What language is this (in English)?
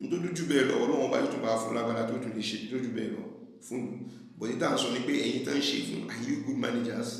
Yoruba